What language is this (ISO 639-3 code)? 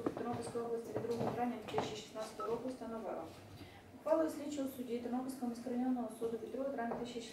ukr